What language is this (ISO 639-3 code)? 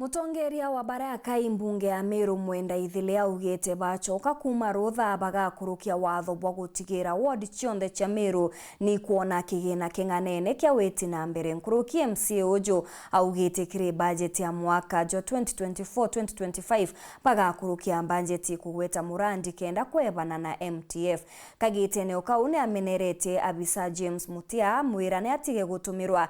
mer